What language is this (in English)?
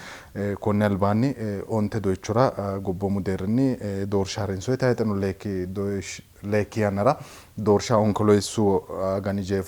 Sidamo